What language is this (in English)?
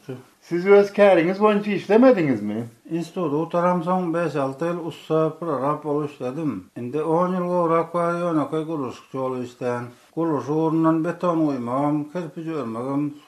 Turkmen